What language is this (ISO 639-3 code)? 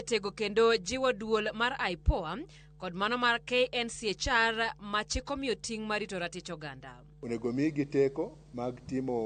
luo